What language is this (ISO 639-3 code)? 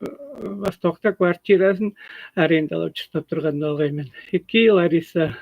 tyv